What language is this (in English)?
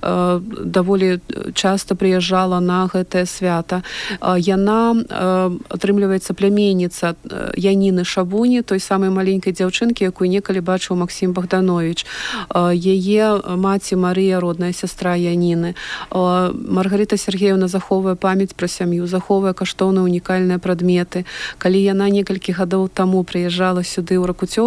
Belarusian